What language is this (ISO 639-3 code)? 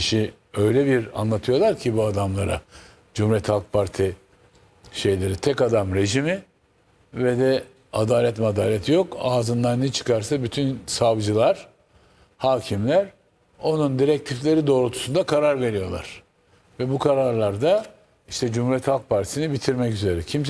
tur